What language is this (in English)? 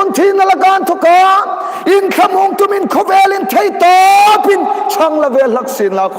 Hmar